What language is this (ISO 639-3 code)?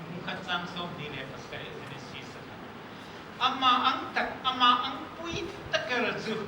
hmr